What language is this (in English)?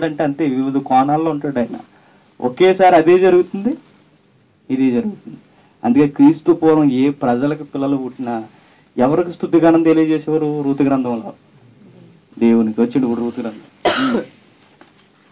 Telugu